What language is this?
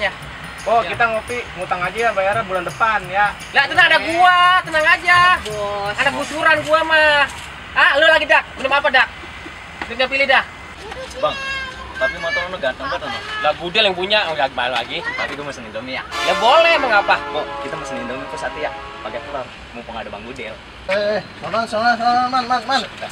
Betawi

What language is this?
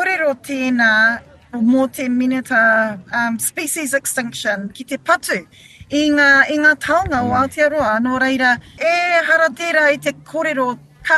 Māori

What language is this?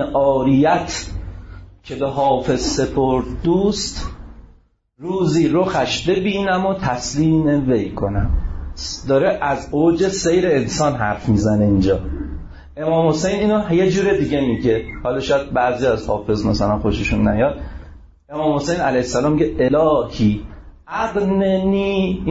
Persian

